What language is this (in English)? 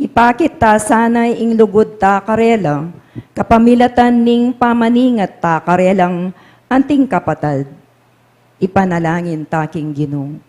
Pampanga